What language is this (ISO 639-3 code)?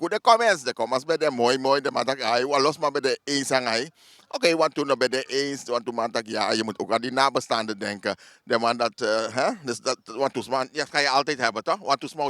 srn